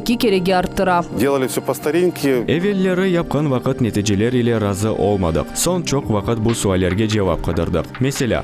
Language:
Crimean Tatar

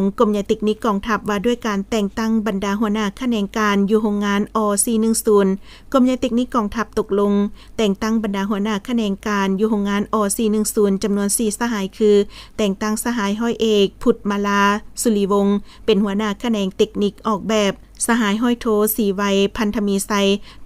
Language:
Lao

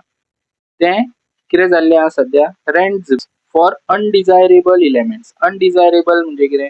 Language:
Konkani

